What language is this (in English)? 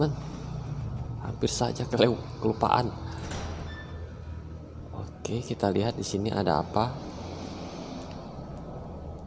Indonesian